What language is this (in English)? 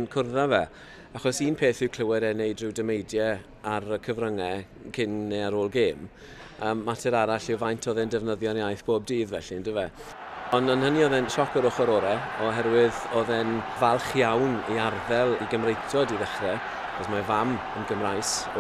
Welsh